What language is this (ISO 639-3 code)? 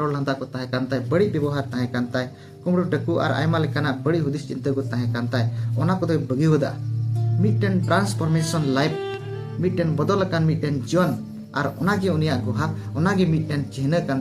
sat